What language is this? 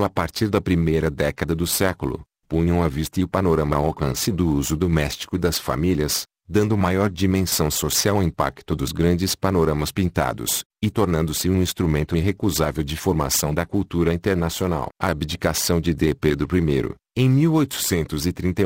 Portuguese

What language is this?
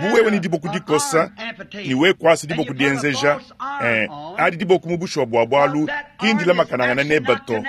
Luba-Lulua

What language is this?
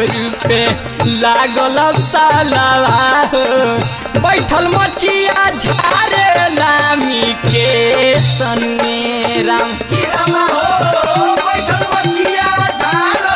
Bhojpuri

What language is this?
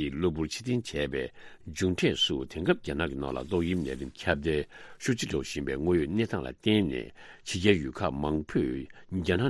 Tibetan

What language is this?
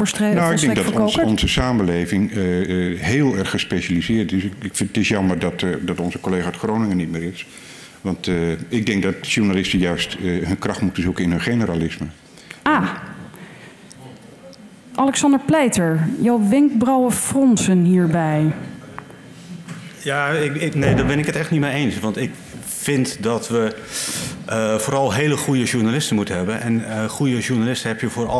Dutch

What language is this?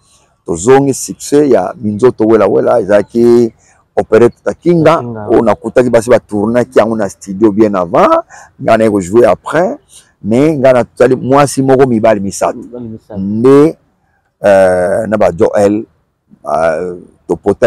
Lingala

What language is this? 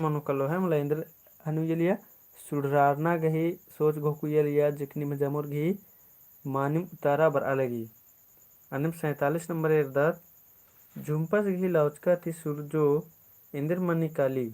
Kurukh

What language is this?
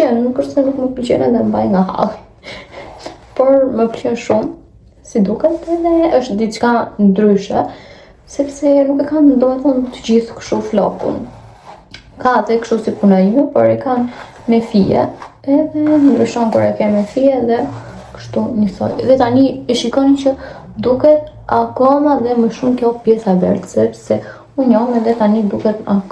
Albanian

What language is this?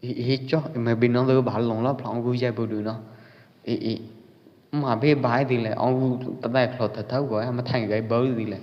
Pwo Eastern Karen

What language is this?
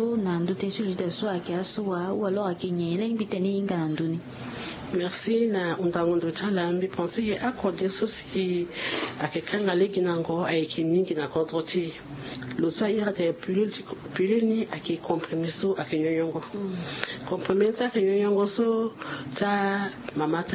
Sango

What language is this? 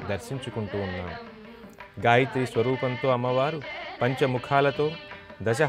Telugu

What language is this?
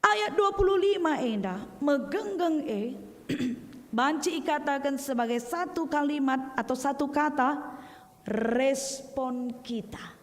Batak Karo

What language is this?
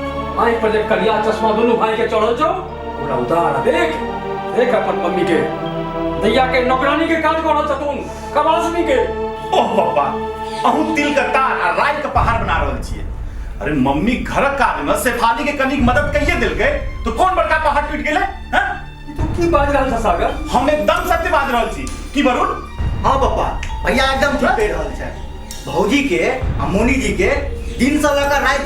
Maithili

